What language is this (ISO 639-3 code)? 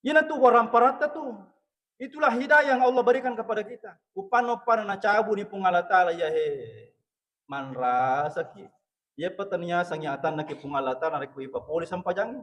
bug